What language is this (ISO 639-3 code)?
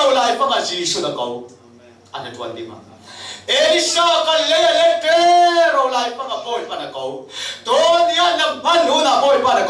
cfm